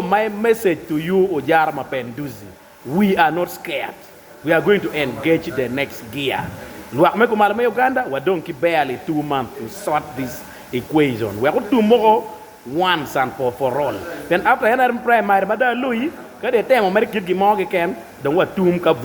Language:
Acoli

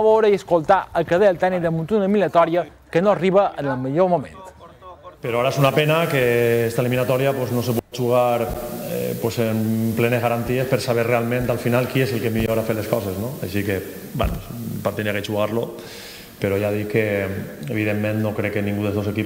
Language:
Catalan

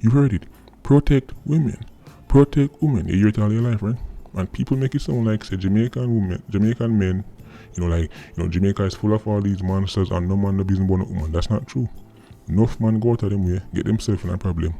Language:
Jamaican Creole English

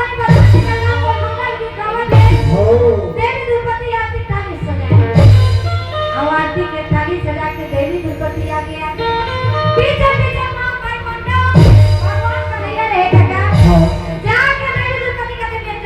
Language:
Chhattisgarhi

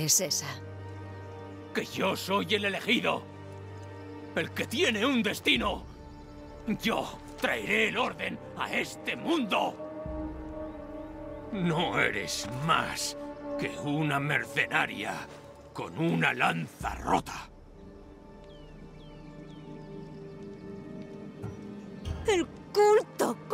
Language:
Spanish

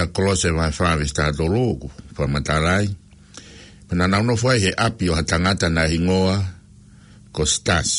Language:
Tongan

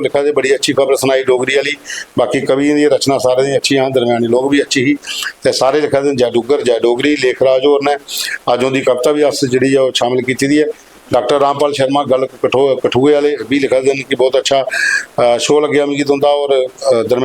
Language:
Dogri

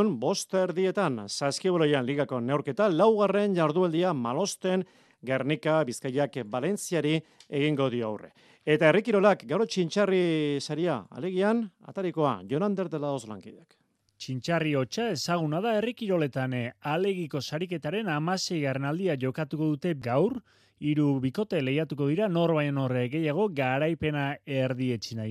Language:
Basque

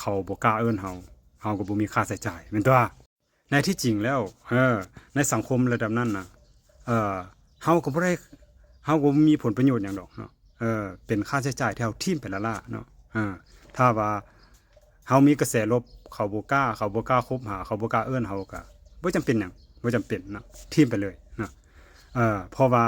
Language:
Lao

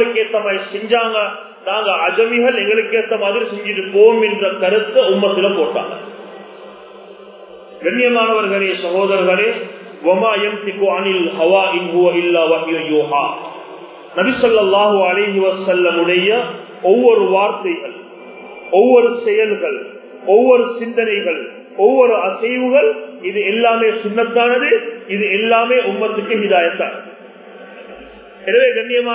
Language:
Tamil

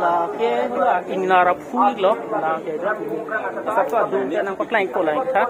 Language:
Karbi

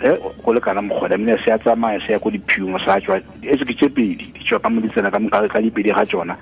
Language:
Tswana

